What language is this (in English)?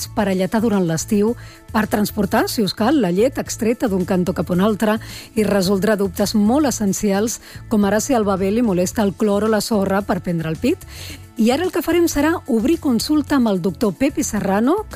Catalan